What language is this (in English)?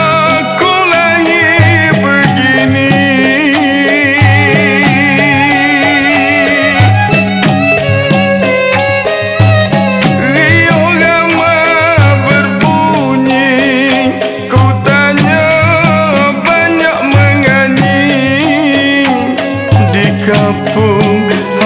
Malay